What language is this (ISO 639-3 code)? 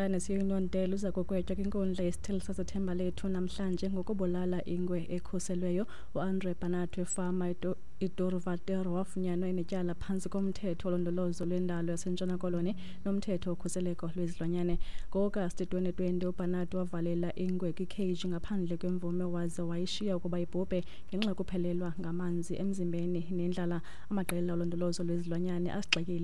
xho